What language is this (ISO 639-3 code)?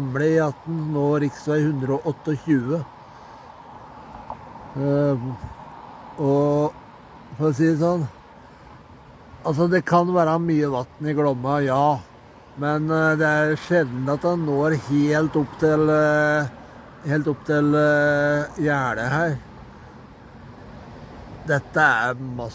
nor